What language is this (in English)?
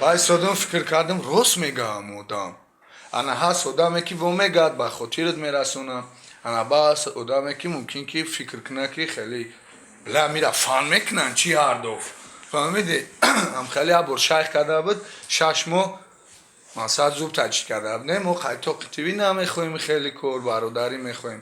Tajik